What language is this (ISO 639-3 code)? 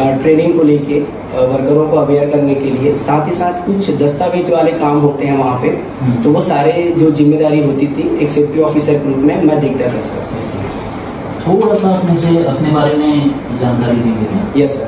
hin